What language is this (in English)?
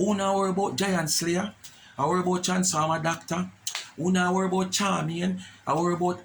Jamaican Creole English